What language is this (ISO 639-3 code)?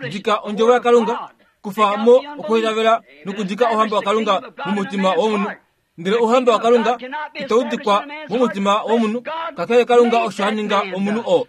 kua